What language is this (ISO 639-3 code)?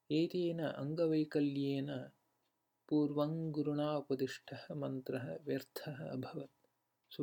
san